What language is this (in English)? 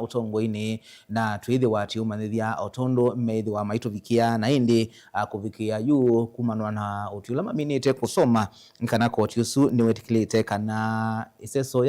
Kamba